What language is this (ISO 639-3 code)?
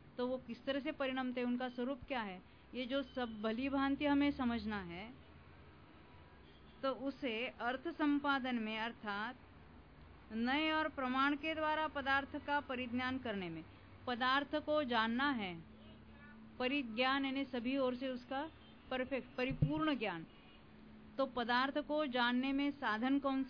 hin